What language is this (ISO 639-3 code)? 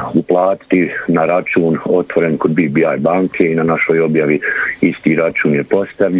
bos